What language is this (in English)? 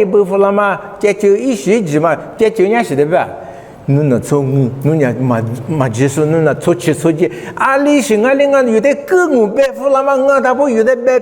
Lisu